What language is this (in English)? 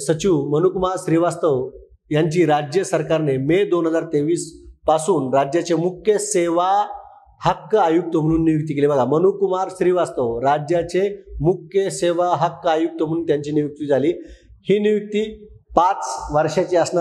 Marathi